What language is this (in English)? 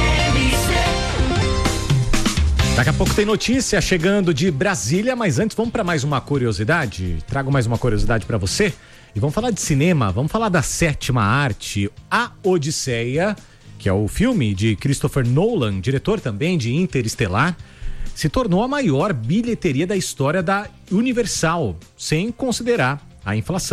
Portuguese